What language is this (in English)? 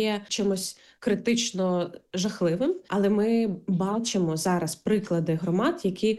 Ukrainian